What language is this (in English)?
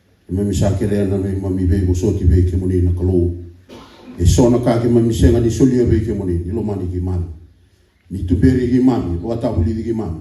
Fijian